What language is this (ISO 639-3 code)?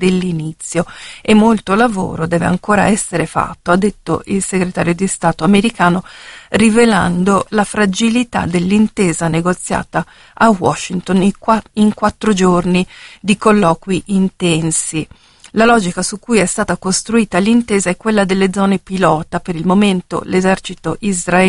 ita